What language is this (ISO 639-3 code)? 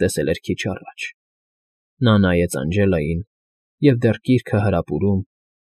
hye